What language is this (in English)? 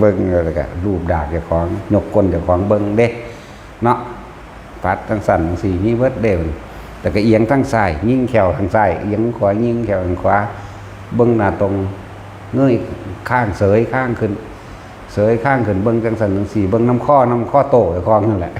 Northeastern Thai